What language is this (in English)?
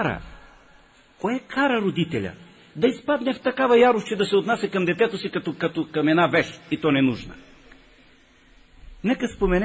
Bulgarian